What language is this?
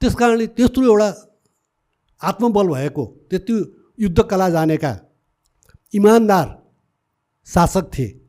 Nepali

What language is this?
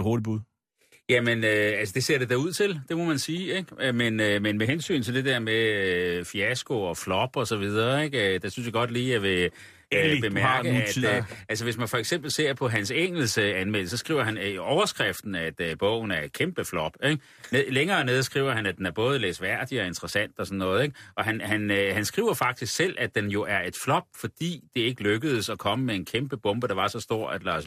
Danish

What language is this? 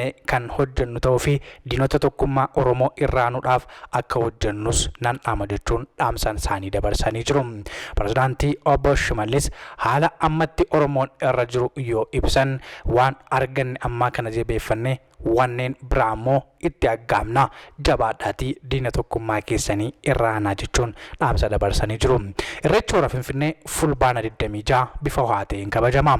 Oromo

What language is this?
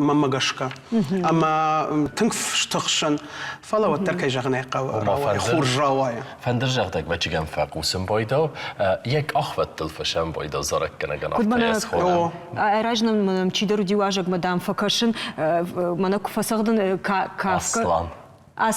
Ossetic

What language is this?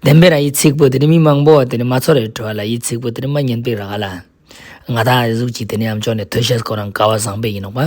Ladakhi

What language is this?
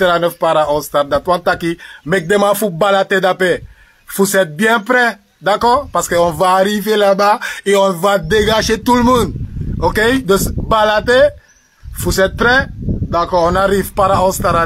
Sranan Tongo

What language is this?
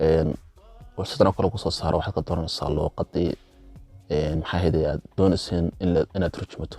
Somali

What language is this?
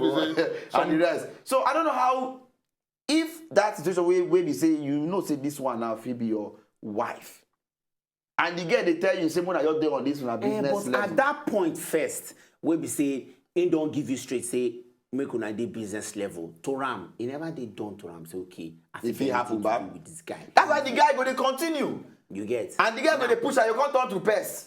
Nigerian Pidgin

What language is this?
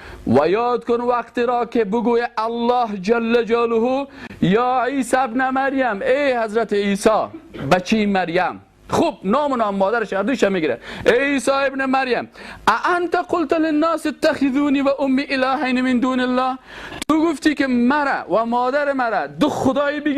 Persian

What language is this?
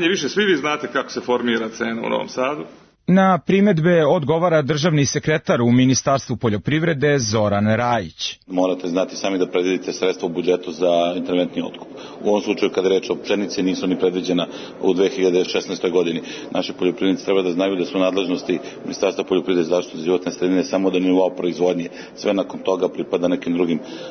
Serbian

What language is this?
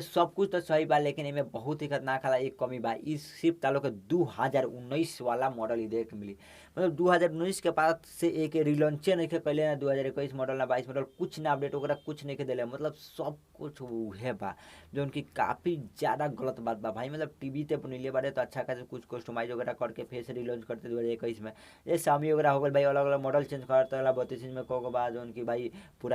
Bhojpuri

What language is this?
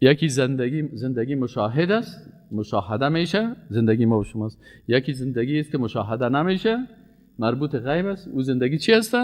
Persian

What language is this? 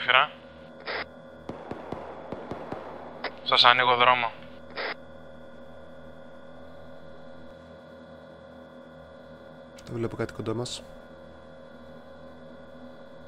Greek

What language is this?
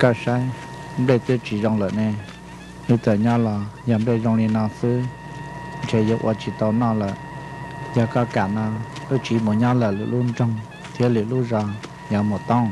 Hmong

